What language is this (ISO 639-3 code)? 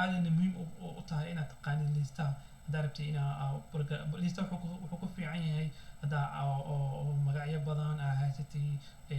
som